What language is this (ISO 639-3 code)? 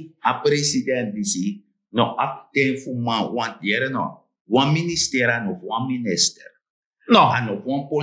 srn